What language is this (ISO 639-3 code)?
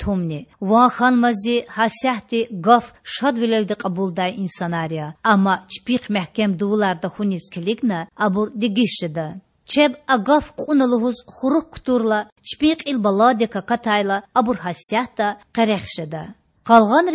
lez